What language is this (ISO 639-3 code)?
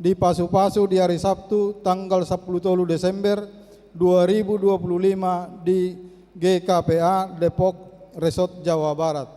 bbc